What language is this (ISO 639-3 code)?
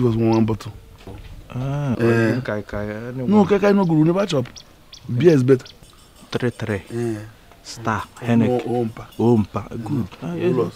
pcm